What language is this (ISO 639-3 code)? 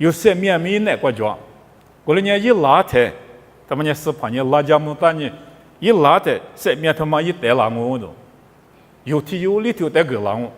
lis